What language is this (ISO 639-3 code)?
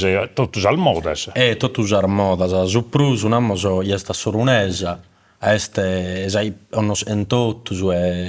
srd